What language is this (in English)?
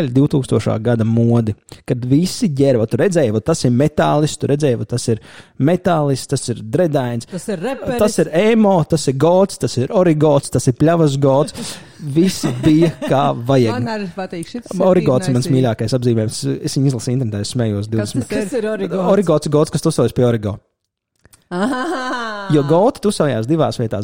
Latvian